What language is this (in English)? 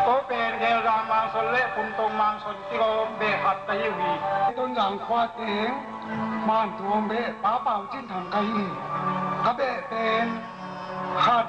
Tedim Chin